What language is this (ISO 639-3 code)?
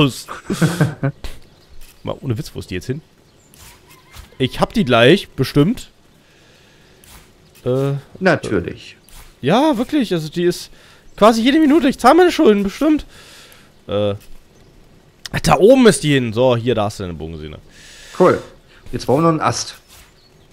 deu